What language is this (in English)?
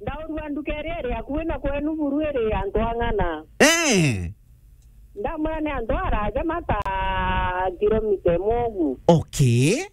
Meru